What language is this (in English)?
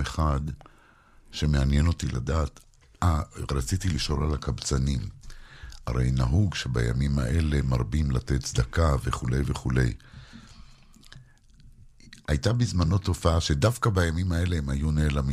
Hebrew